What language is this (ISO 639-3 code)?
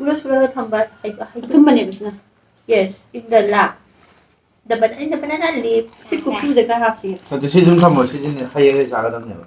mni